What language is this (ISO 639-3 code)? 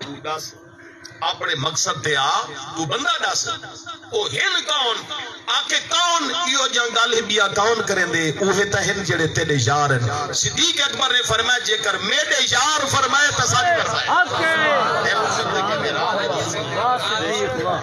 skr